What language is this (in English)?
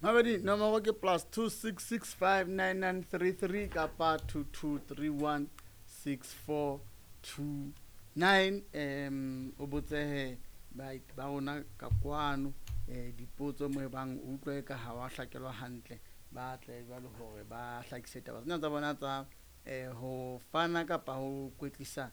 Southern Sotho